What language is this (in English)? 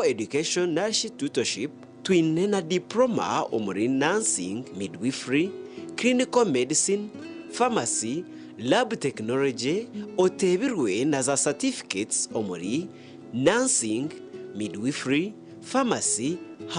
Nyankole